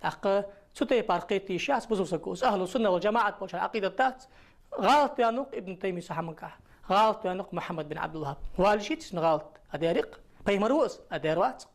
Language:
Ingush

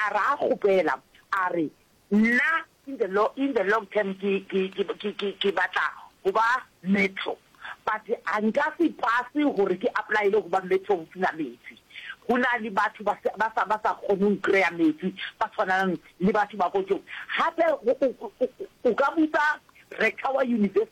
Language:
Northern Sotho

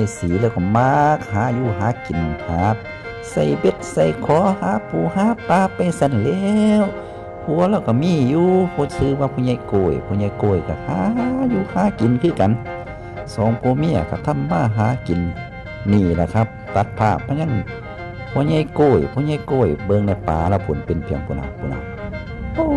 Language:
Northeastern Thai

